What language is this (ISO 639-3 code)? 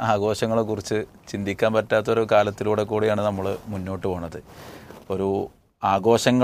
mal